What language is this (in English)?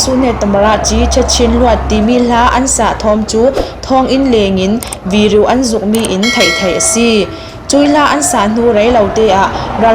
Hakha Chin